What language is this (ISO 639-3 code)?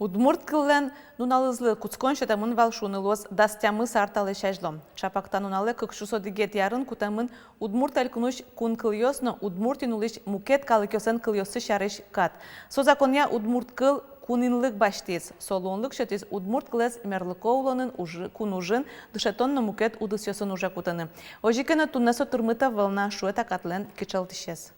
udm